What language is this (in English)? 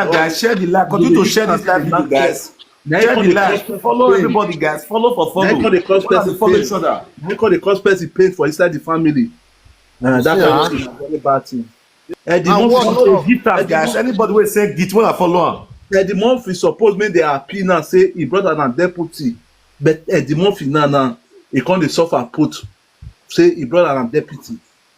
Nigerian Pidgin